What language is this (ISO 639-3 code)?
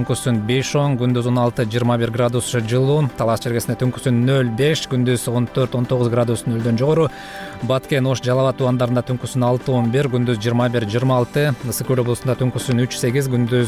kir